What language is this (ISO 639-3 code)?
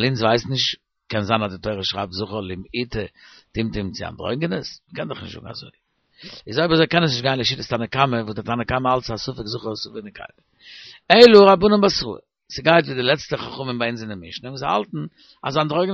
yid